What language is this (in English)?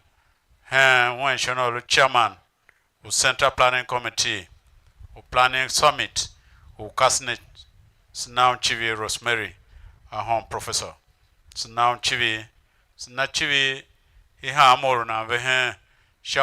Tiv